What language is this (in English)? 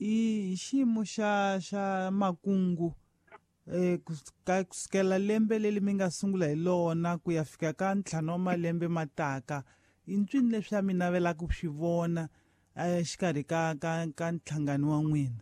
Tsonga